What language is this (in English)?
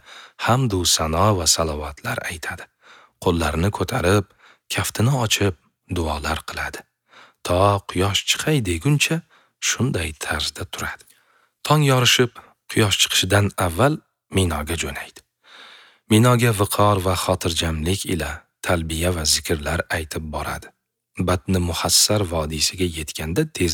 Uzbek